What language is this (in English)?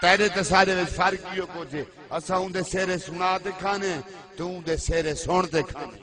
Saraiki